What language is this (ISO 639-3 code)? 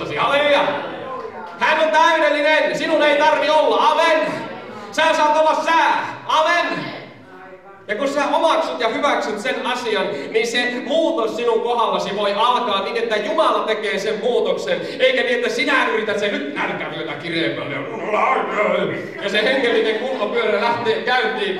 fin